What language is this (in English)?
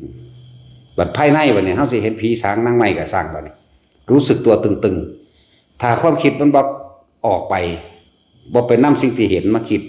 Northeastern Thai